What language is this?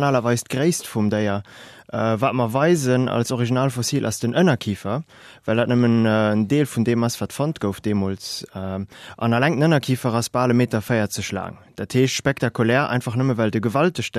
Luxembourgish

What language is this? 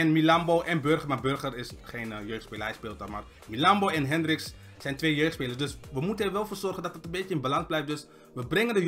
Dutch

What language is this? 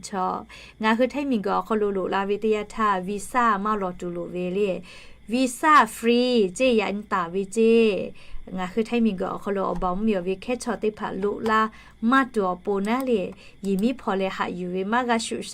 Lahu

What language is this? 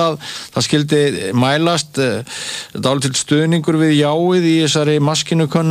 Icelandic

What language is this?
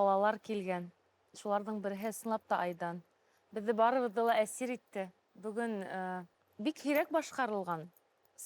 Bashkir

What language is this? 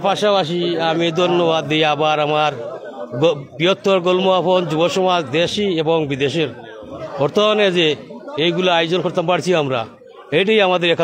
Sylheti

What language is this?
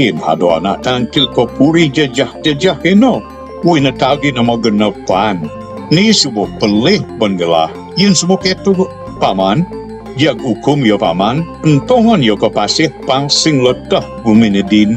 Balinese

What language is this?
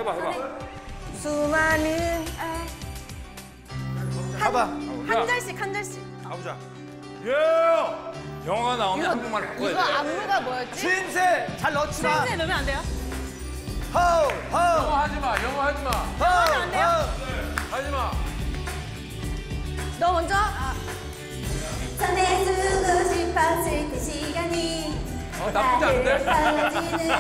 Korean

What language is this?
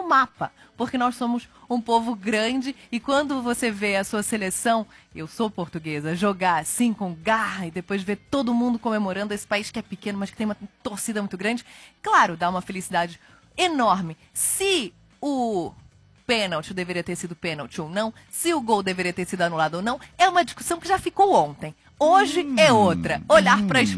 Portuguese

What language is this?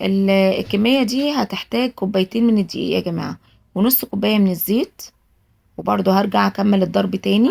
Egyptian Arabic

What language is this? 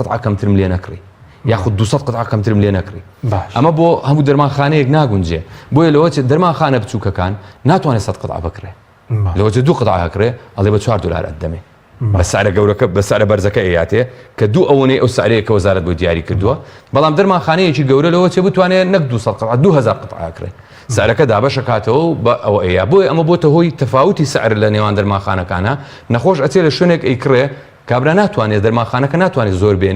Central Kurdish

